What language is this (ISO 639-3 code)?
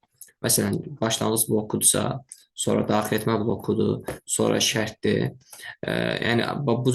aze